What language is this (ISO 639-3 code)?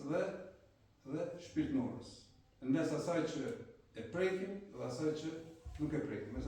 sqi